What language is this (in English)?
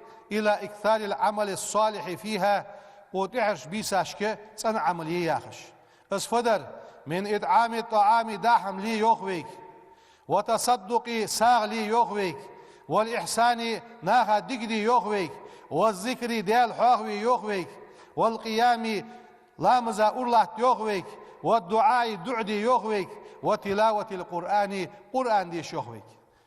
Ingush